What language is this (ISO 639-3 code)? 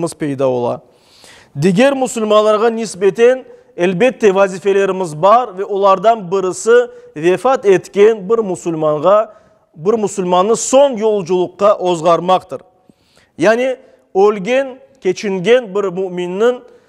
crh